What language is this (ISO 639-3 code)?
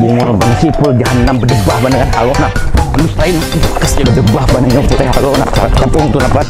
bjn